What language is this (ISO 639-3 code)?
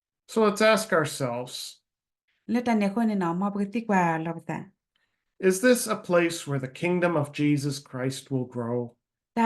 ksw